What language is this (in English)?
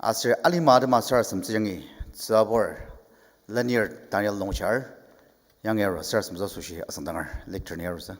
Ao Naga